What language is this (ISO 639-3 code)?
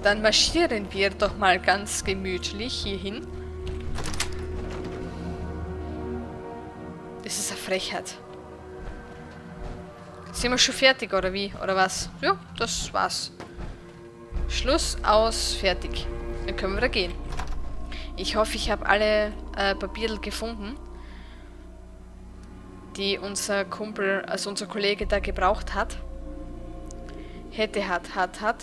deu